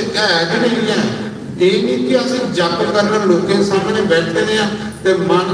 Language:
Dogri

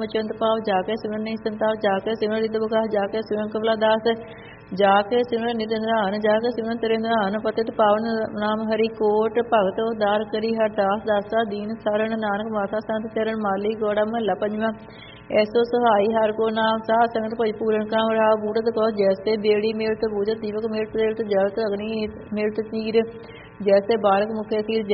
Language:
Punjabi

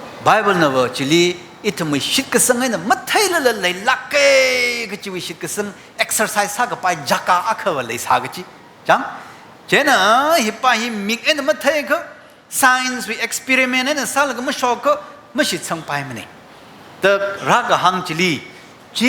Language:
Tangkhul Naga (India)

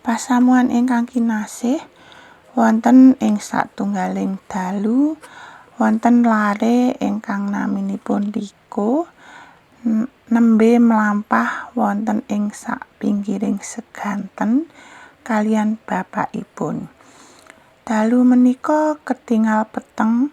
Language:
Javanese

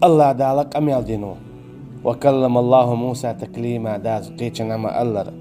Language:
Chechen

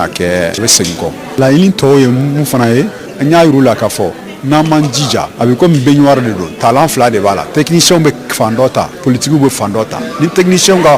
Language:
Bambara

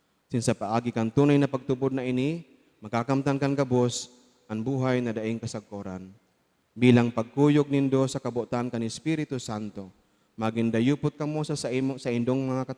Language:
Bikol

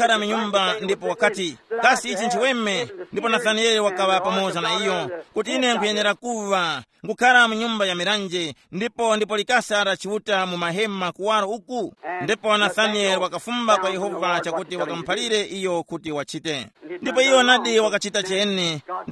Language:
Tumbuka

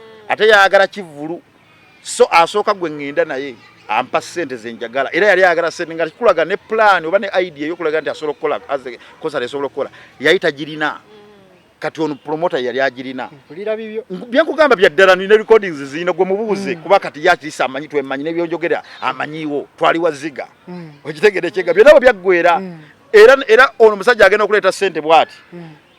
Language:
Ganda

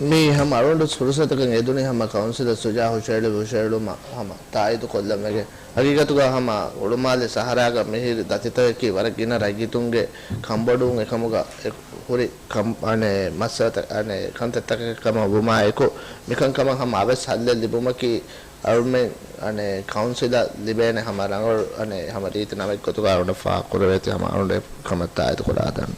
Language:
Divehi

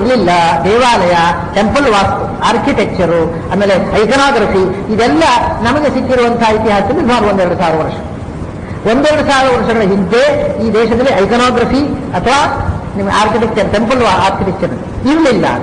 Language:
Kannada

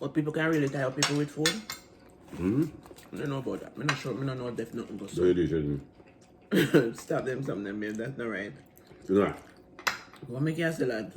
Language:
Jamaican Creole English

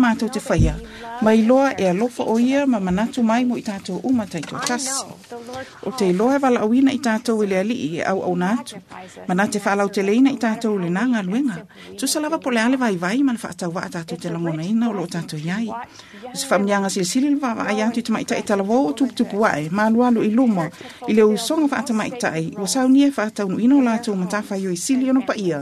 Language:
Samoan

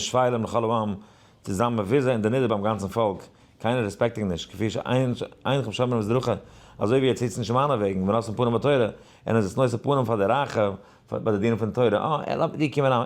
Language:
Yiddish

